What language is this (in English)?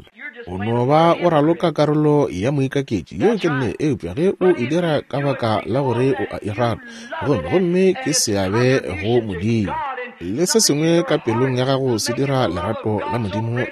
Northern Sotho